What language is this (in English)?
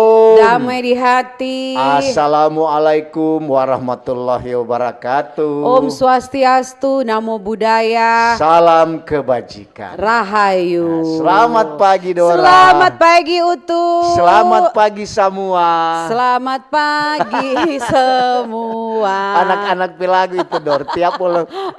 Manado Malay